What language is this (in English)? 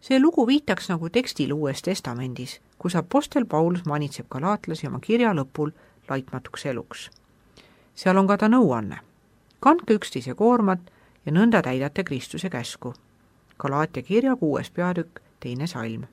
Estonian